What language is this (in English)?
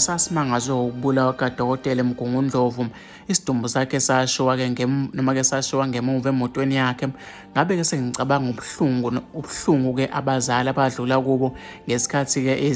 Zulu